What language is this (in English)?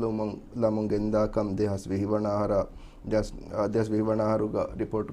Divehi